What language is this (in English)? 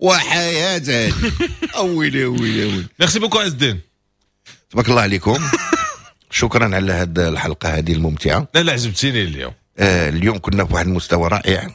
Moroccan Arabic